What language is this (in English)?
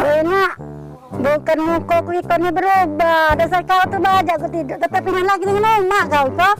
Musi